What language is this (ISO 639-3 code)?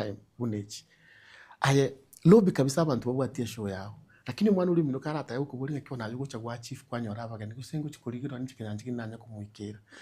guz